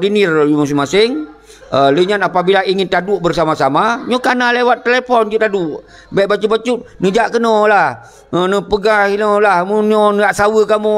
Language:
Achinese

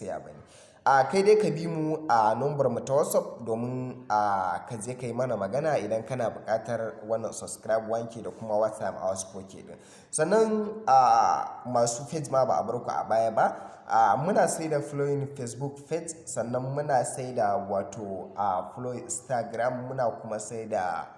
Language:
Hausa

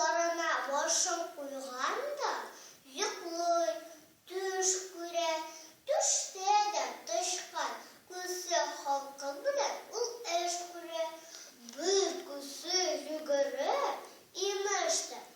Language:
Tatar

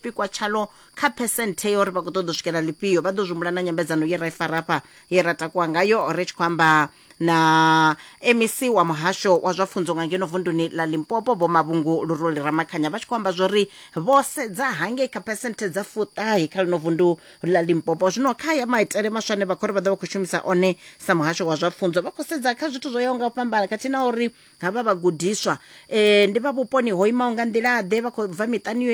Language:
Venda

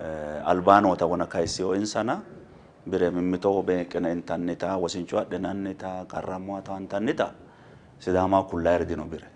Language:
Sidamo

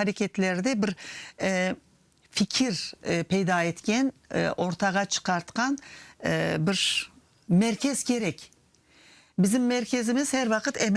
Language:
Crimean Tatar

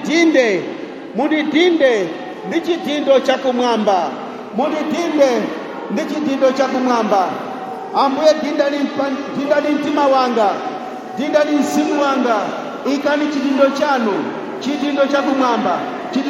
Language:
Nyanja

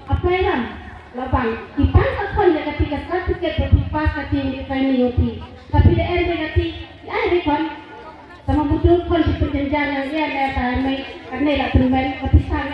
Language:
Khasi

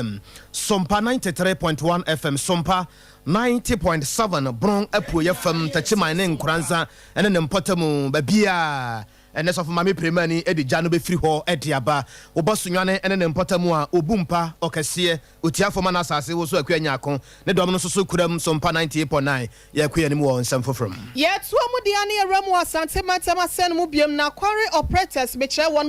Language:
Akan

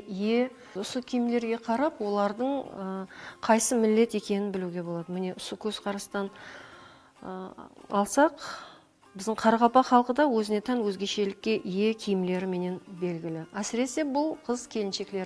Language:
Kara-Kalpak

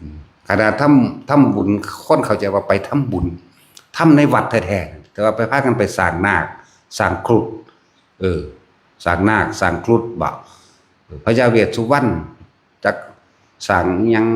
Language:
Northeastern Thai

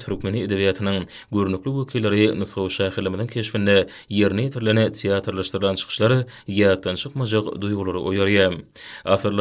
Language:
Turkmen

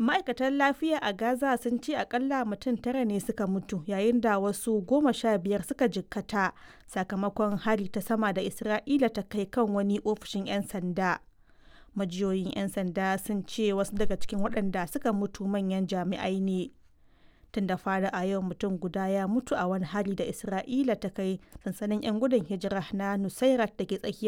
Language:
Hausa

